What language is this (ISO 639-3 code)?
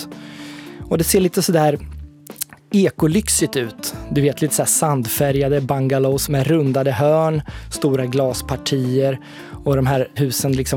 swe